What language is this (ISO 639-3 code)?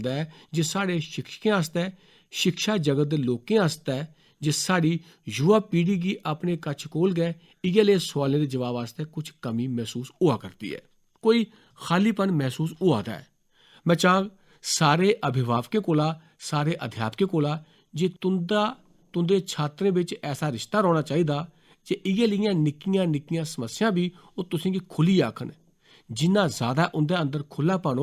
doi